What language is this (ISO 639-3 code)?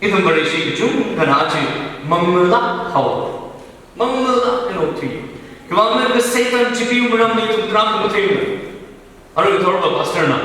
nmf